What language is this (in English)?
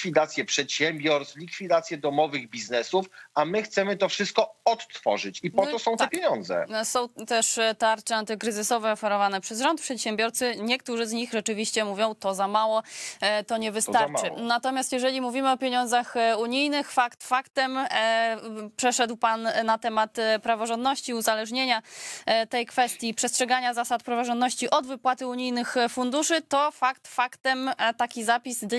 Polish